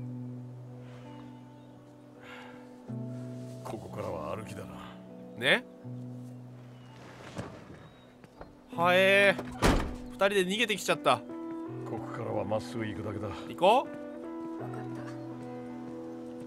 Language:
Japanese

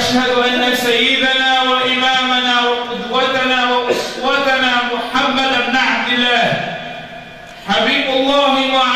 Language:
Arabic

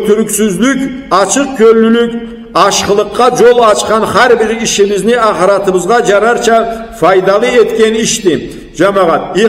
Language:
Karachay-Balkar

